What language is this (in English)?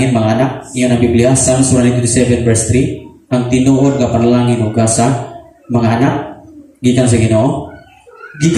Cebuano